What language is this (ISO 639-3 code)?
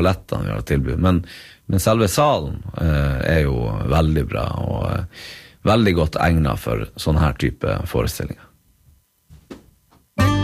nor